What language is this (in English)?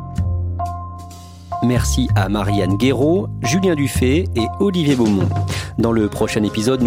French